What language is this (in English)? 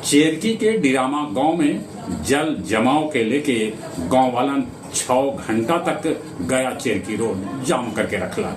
Magahi